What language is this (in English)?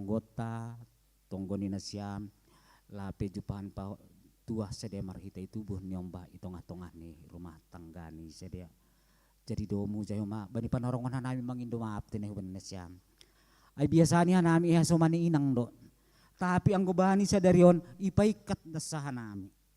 Batak Simalungun